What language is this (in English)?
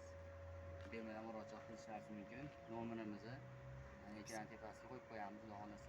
Uzbek